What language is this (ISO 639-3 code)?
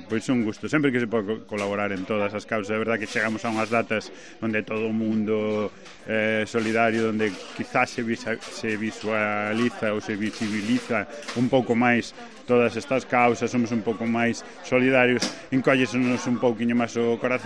glg